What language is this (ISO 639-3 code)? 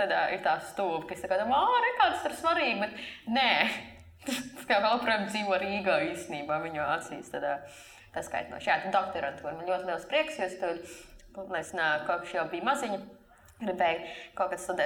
lav